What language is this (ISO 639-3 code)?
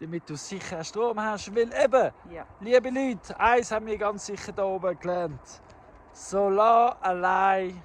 gsw